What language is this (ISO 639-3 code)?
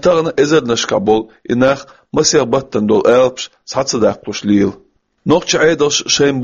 che